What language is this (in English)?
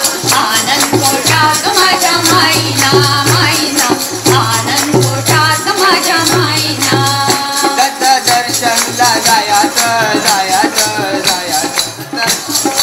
Marathi